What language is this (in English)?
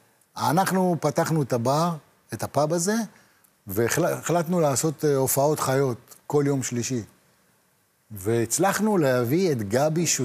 Hebrew